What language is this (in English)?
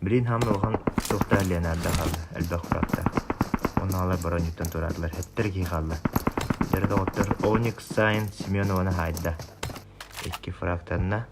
Yakut